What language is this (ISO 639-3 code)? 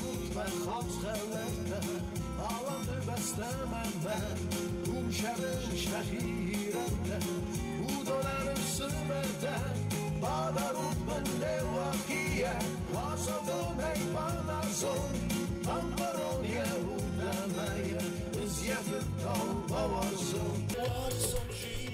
oss